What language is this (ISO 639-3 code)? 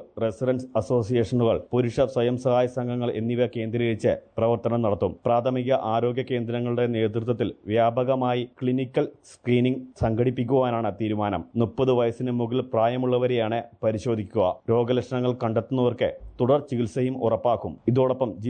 mal